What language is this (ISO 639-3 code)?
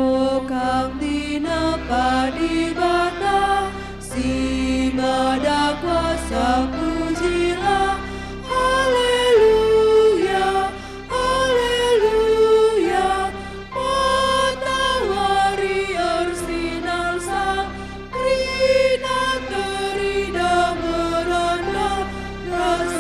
btx